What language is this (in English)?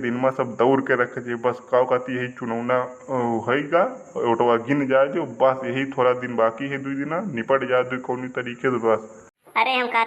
Awadhi